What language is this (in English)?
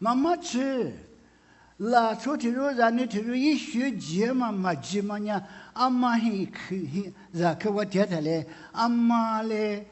Lisu